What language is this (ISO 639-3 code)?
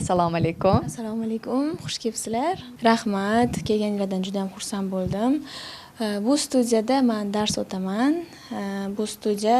uzb